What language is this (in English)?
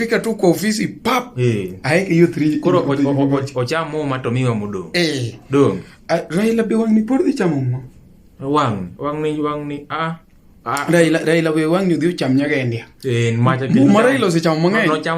Luo (Kenya and Tanzania)